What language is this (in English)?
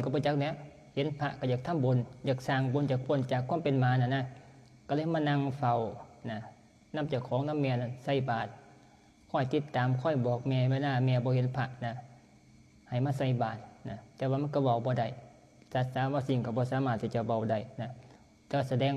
Northeastern Thai